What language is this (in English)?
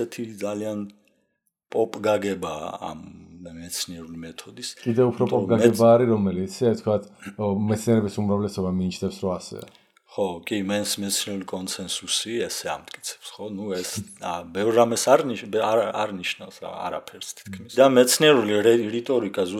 Georgian